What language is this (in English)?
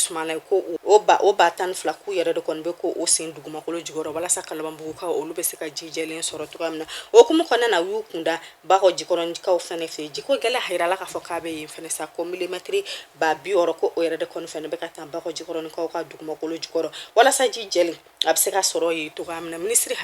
Bambara